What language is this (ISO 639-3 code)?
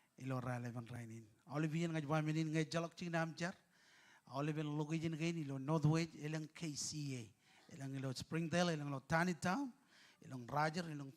mah